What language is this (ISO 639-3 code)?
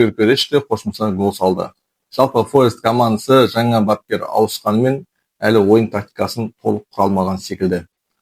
kaz